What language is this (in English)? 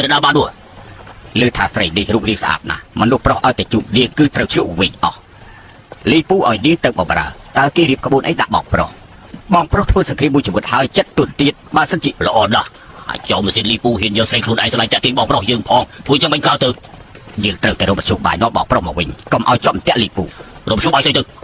Khmer